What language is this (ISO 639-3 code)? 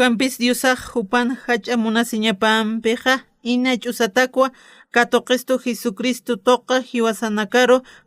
aym